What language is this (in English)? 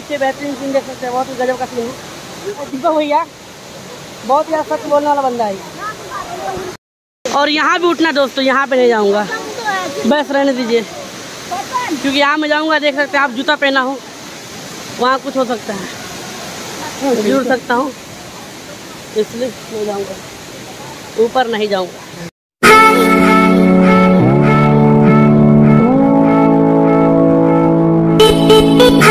Hindi